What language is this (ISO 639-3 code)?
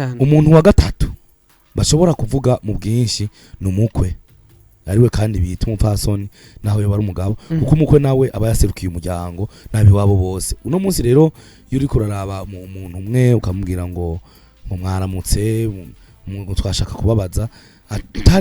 run